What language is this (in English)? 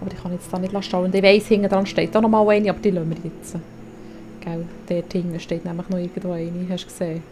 Swiss German